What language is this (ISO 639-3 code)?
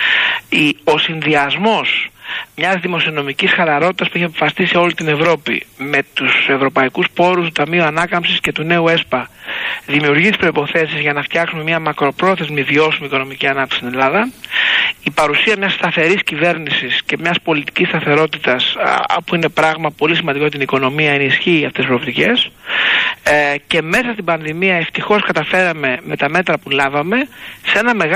ell